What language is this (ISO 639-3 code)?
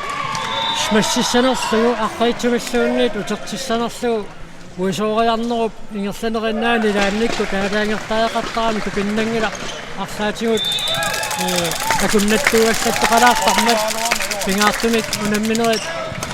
kal